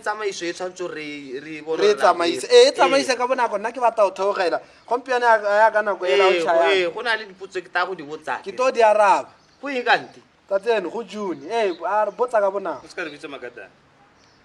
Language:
Tswana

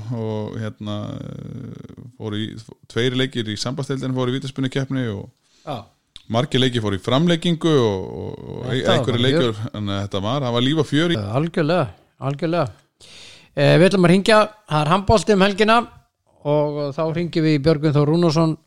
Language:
Icelandic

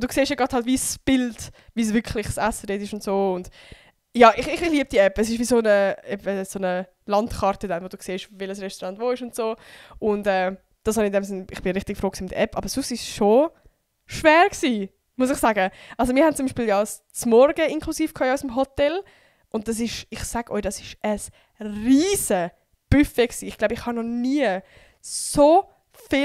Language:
Swiss German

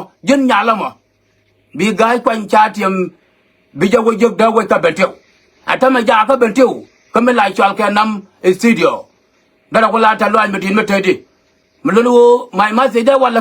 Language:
Nuer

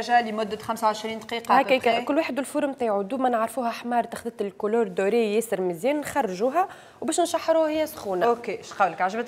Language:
Tunisian Arabic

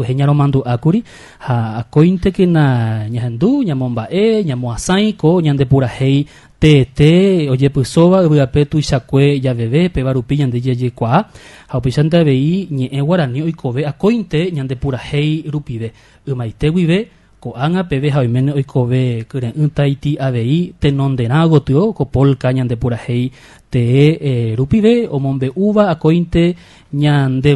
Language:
Guarani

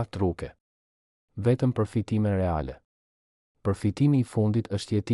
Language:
Albanian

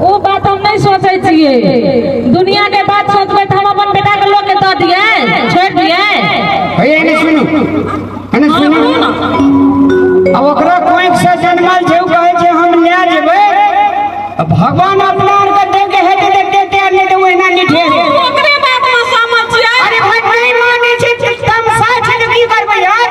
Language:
Maithili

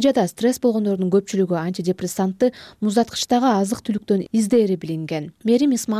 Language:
Kyrgyz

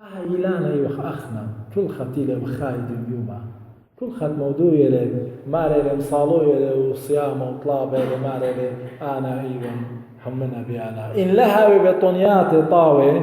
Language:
Assyrian Neo-Aramaic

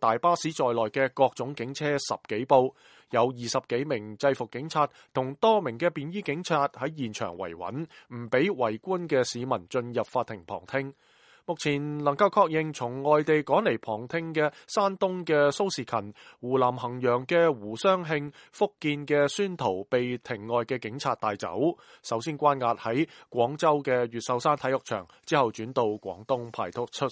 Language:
Cantonese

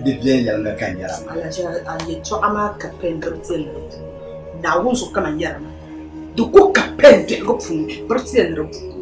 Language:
Dagbani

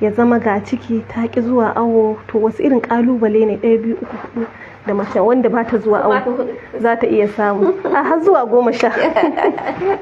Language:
Hausa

